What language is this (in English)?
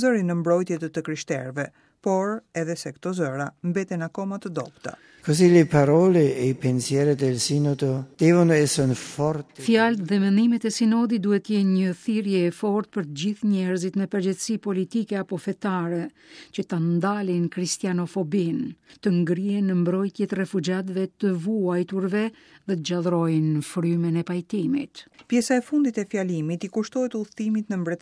Albanian